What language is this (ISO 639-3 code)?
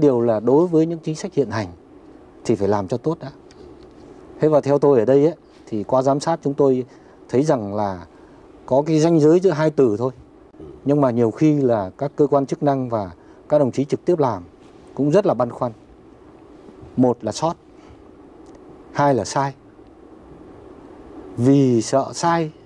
vie